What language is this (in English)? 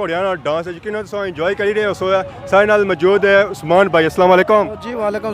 Pahari-Potwari